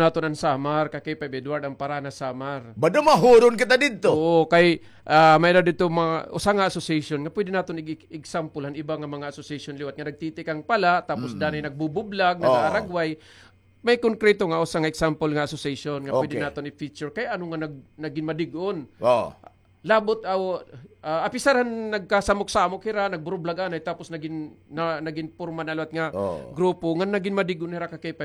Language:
Waray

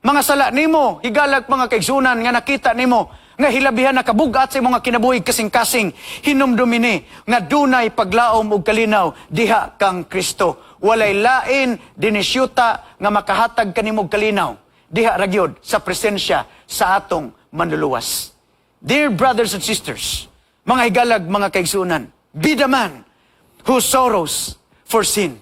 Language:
Cebuano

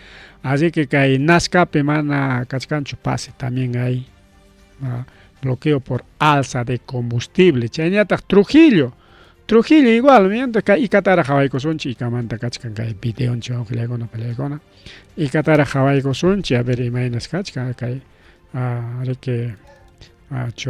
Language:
Ayacucho Quechua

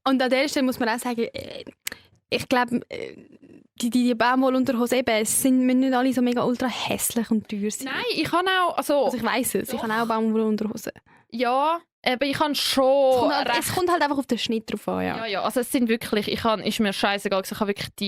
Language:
Swiss German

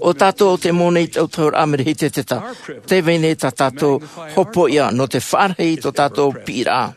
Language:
Tahitian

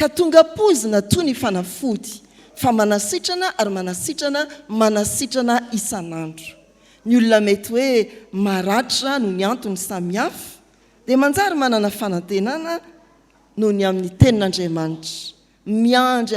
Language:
Malagasy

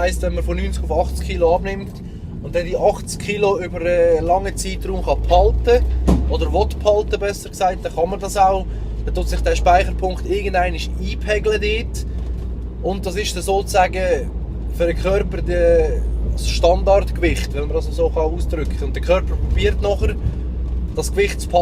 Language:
Swiss German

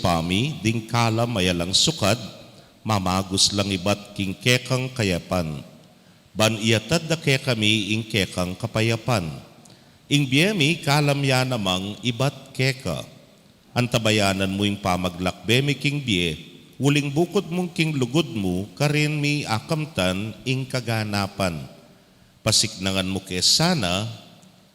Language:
Pampanga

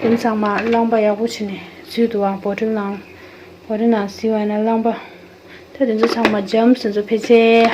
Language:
Tibetan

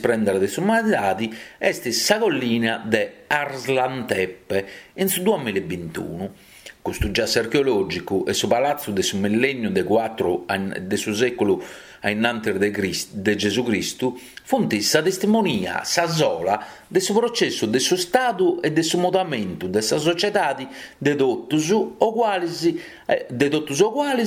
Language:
Sardinian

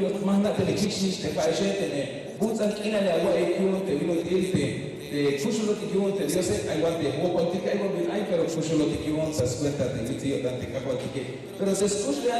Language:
Tzeltal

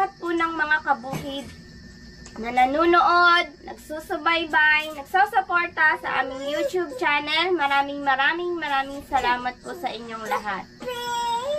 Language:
Filipino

